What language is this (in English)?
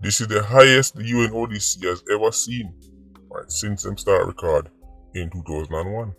Jamaican Creole English